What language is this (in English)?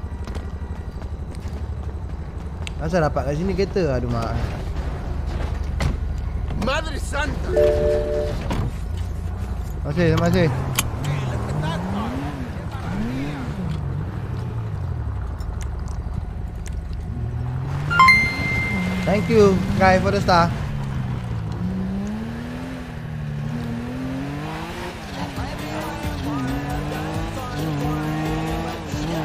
Malay